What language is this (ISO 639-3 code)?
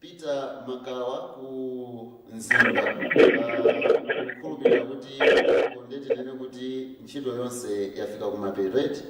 nya